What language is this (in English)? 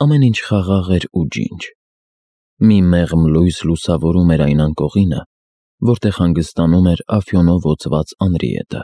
Armenian